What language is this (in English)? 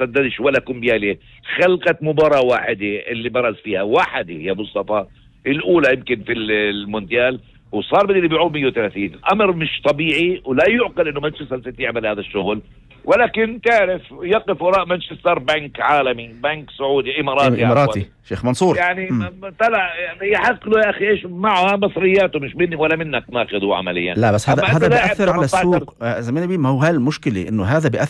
North Levantine Arabic